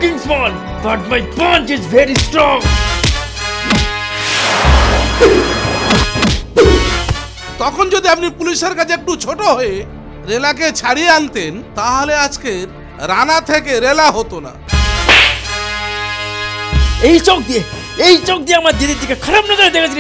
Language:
Bangla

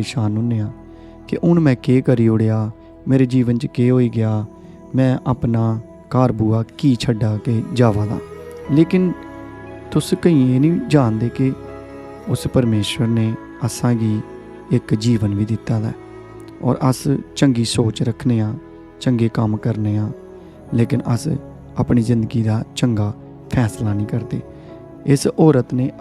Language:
Dogri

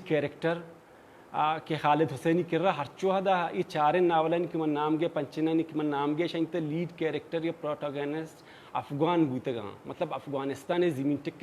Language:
Baluchi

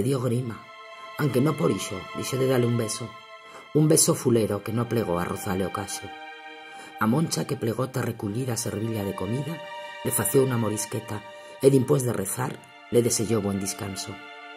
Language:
Aragonese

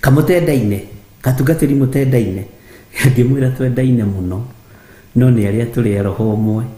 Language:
Kikuyu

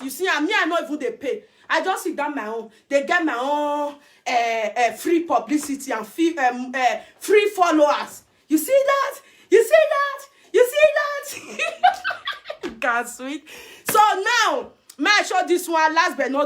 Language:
Nigerian Pidgin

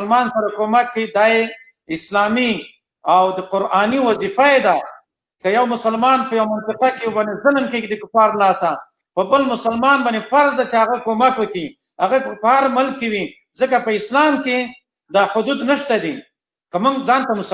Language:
Pashto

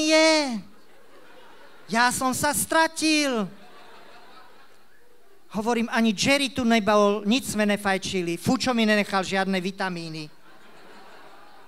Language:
Slovak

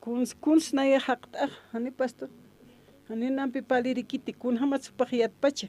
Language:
Aymara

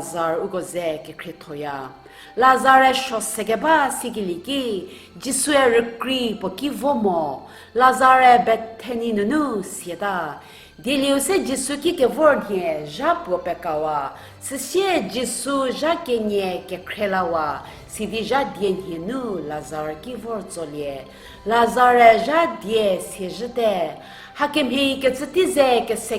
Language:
Angami Naga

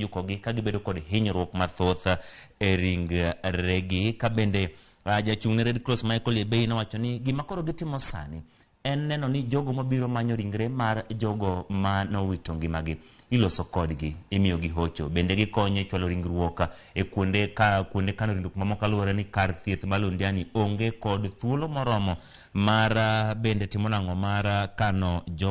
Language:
Luo (Kenya and Tanzania)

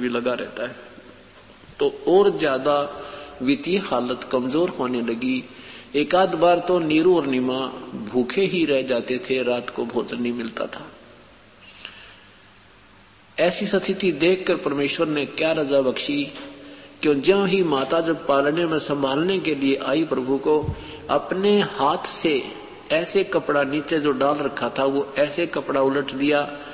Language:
Hindi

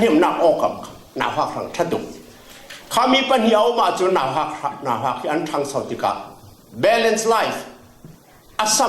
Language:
Falam Chin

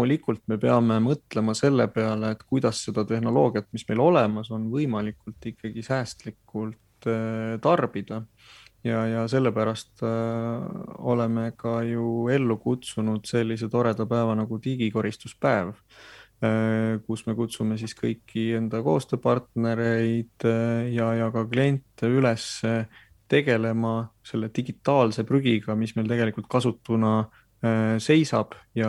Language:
Estonian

